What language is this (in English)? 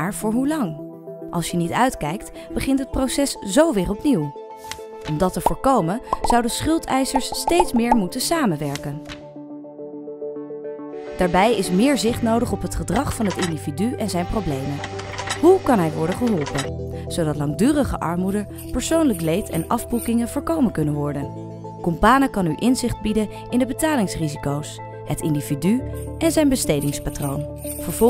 Dutch